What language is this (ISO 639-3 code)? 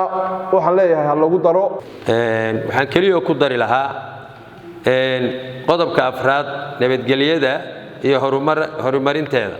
som